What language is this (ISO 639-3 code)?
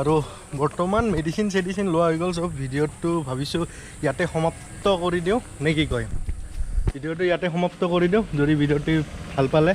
asm